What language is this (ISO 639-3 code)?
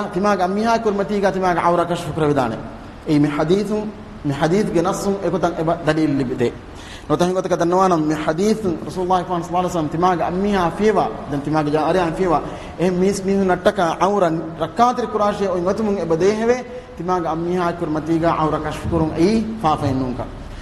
div